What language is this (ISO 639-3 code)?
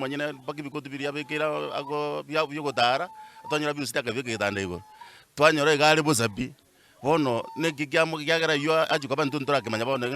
guz